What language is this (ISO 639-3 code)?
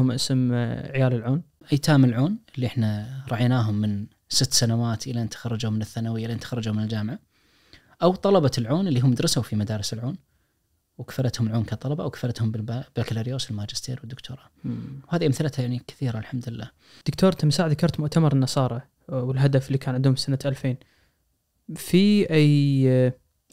ars